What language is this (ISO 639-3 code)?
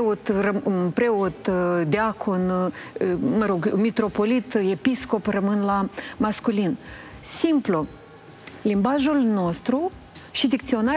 ron